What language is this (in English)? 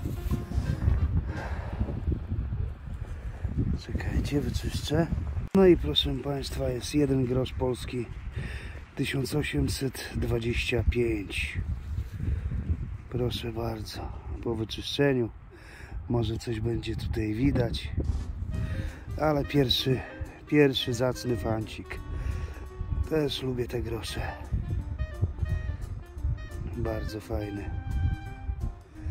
Polish